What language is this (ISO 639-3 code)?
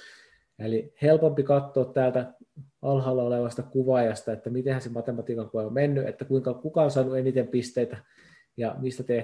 fin